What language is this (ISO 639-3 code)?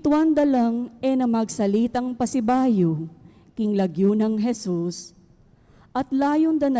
pam